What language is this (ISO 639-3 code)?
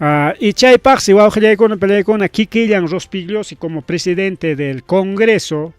quy